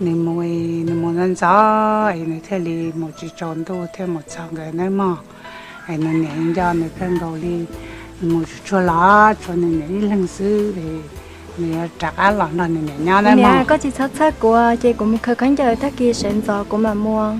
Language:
Hmong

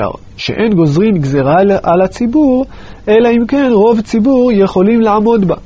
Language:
Hebrew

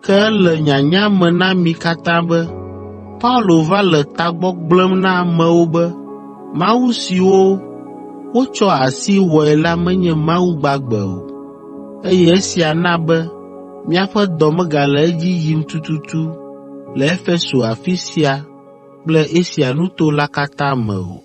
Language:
Ewe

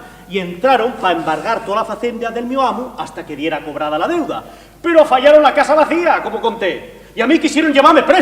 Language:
Asturian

